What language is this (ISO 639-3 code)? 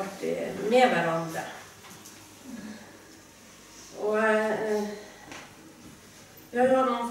nor